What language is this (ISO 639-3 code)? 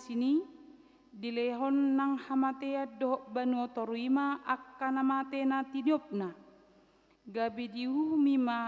bbc